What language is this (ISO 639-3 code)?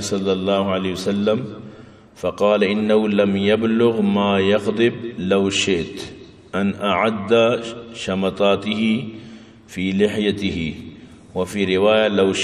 bgp